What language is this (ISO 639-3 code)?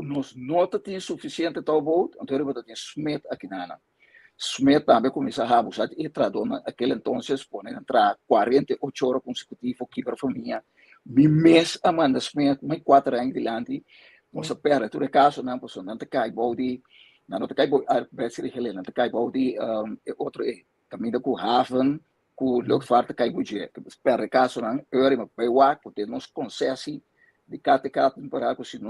pap